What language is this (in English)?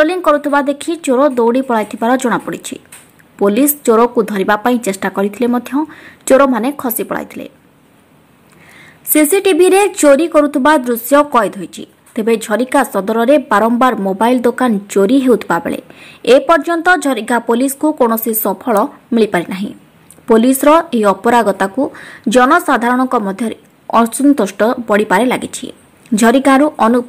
Odia